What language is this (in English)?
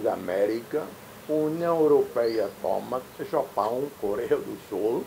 Tetum